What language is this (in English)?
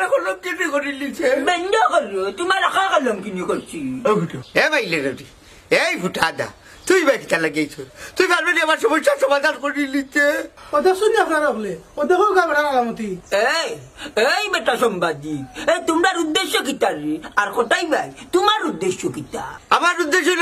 Sylheti